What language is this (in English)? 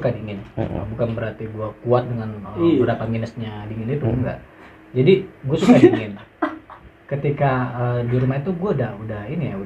Indonesian